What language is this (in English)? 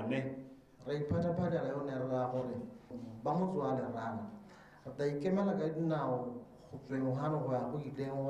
Tswana